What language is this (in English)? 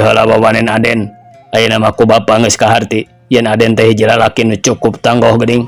Sundanese